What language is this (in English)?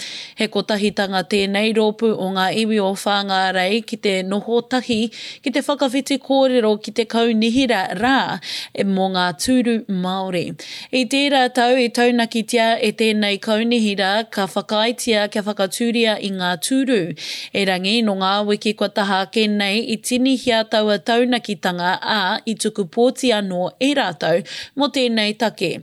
Māori